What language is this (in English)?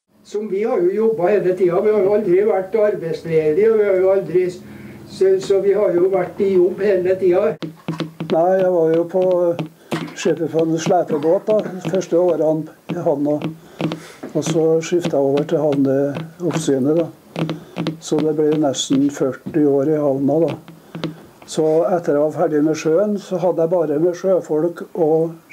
Norwegian